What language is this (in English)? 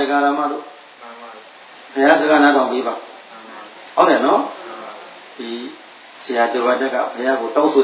Burmese